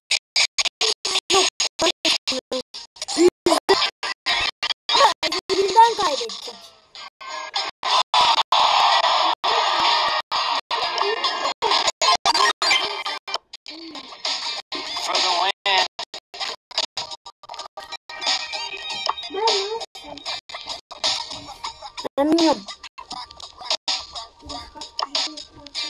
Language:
Turkish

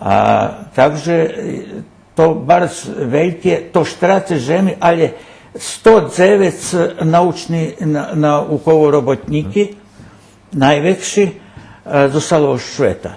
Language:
Rusyn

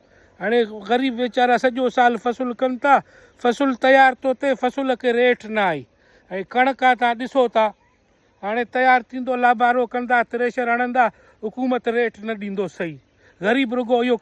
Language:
Sindhi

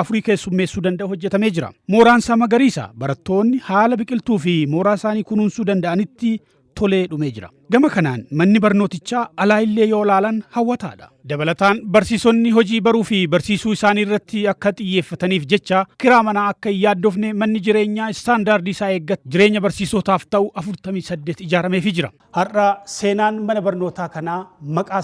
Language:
Oromo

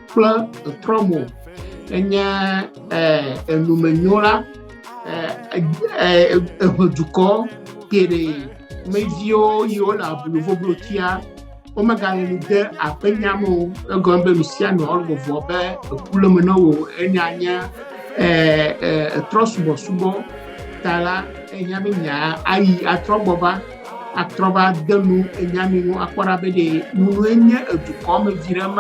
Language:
Ewe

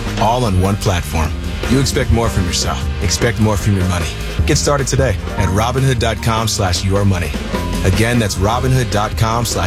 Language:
English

